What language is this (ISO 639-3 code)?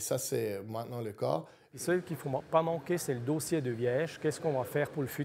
fra